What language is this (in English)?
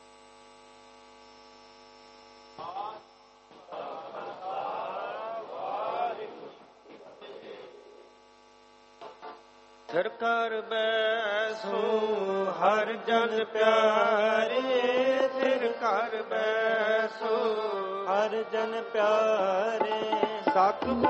Punjabi